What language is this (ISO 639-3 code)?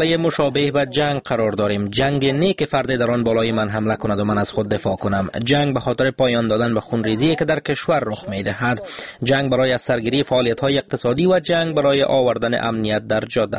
fas